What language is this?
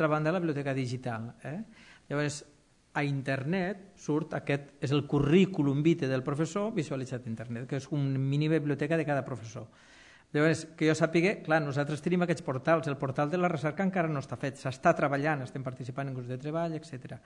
Catalan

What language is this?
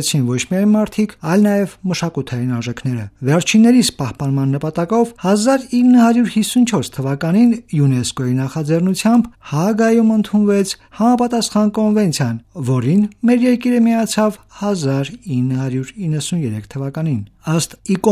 Armenian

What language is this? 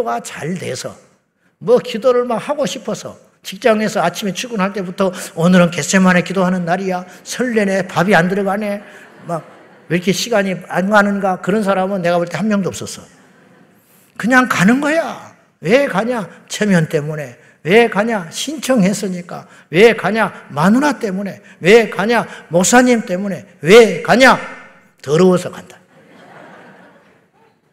Korean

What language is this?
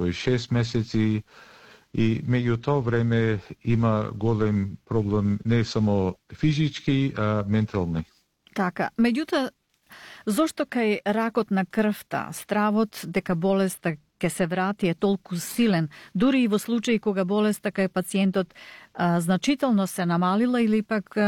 Macedonian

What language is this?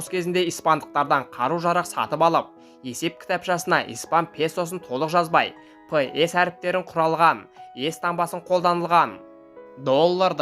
Kazakh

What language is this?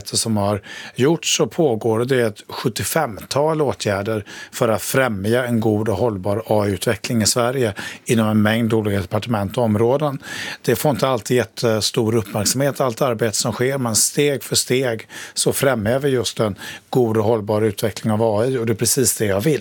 Swedish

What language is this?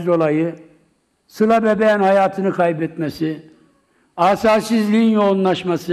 Turkish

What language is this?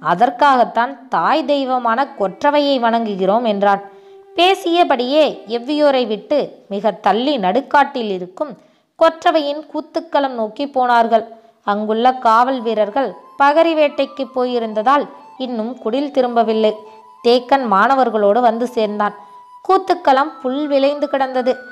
Tamil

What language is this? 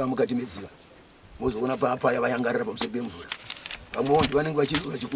Shona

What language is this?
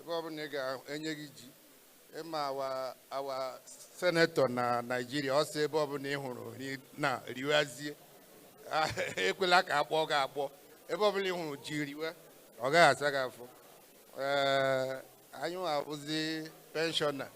Igbo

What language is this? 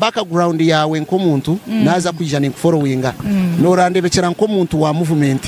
Nyankole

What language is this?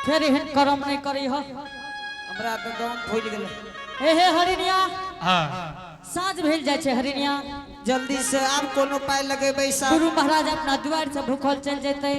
Angika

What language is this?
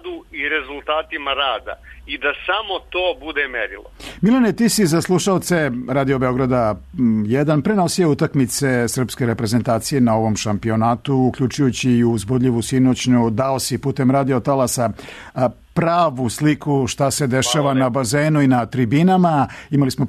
Serbian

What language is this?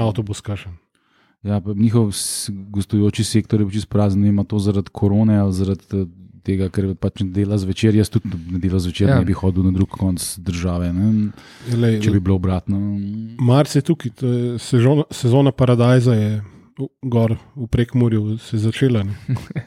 Slovenian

